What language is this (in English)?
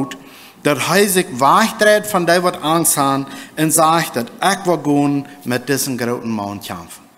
Plautdietsch